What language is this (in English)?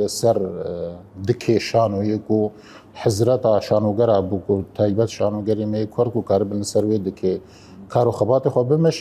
Kurdish